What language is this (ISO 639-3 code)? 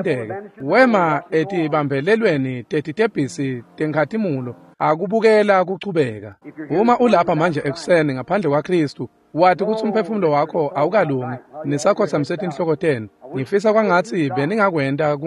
ssw